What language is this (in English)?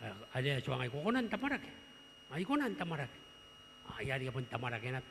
Gilbertese